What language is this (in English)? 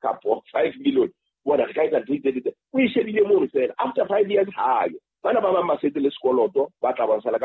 Southern Sotho